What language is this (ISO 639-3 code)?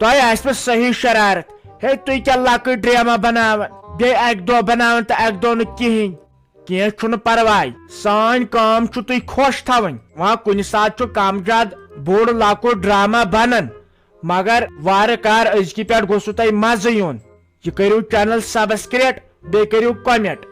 kas